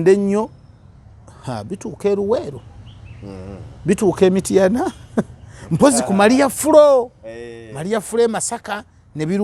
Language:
Ganda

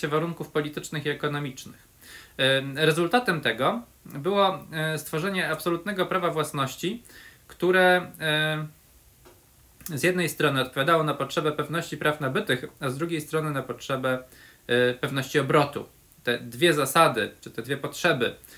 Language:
Polish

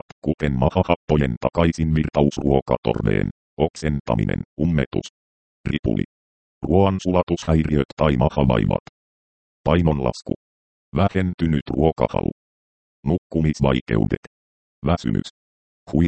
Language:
Finnish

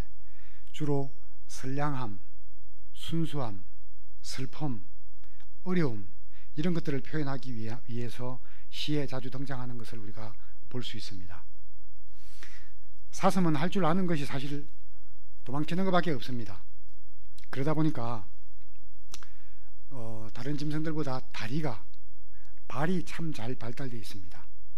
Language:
Korean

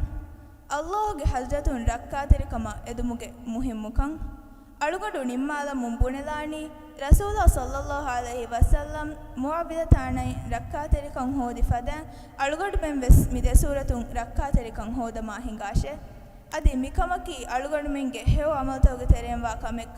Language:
Divehi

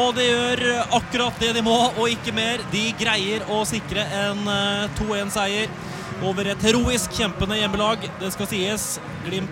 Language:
Norwegian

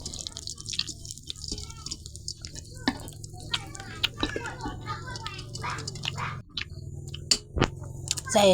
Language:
Lao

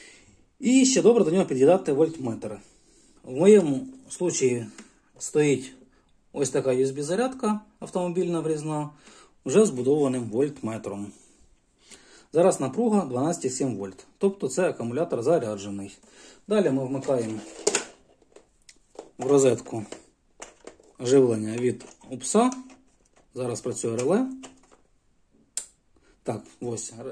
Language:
Ukrainian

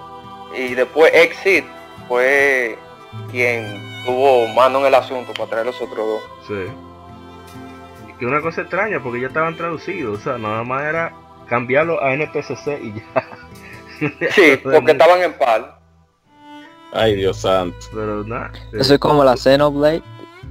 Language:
Spanish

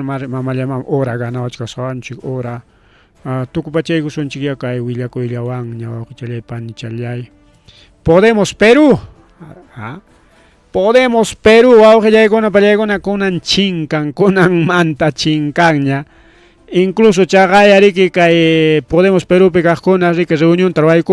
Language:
Ayacucho Quechua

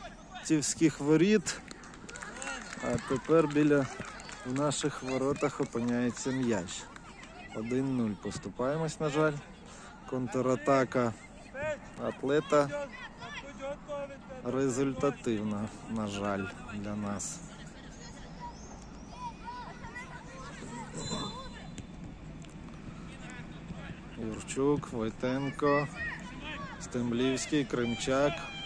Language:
Ukrainian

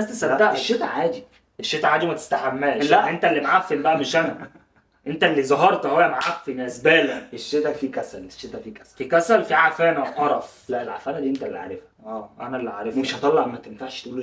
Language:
Egyptian Arabic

